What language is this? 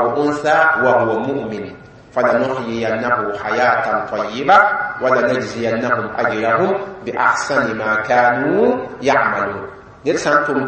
Mossi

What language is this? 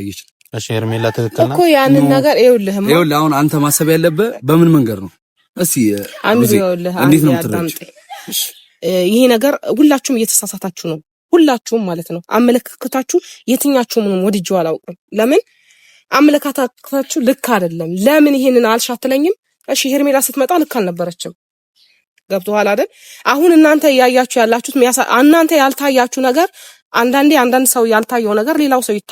Amharic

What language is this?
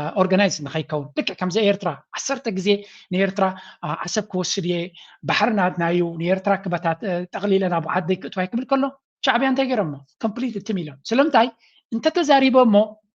Tigrinya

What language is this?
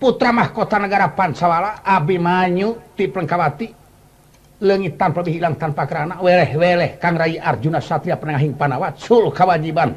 Sundanese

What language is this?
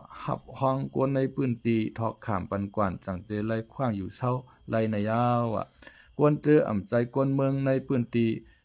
Lao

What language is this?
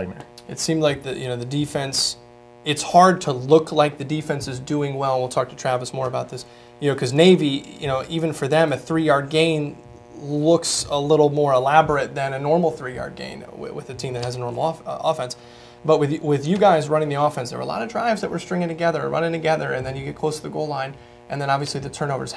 English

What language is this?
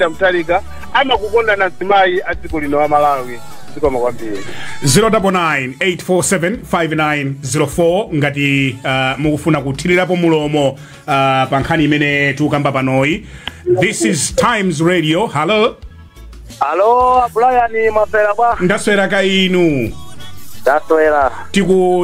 Nyanja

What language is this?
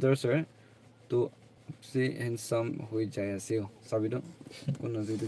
Naga Pidgin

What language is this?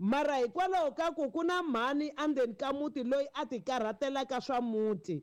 Tsonga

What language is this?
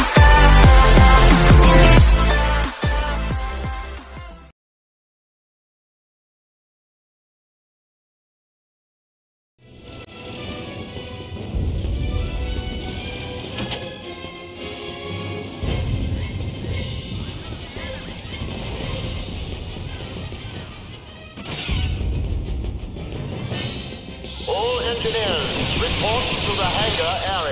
English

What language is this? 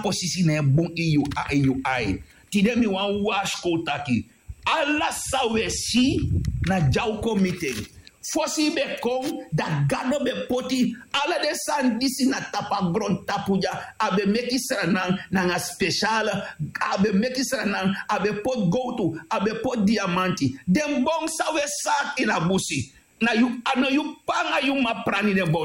Sranan Tongo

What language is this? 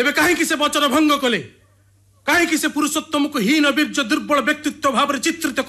Odia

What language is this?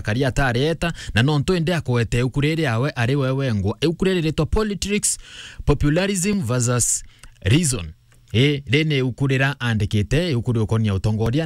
Meru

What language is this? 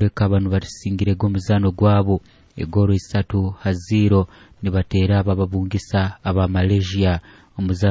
Nyoro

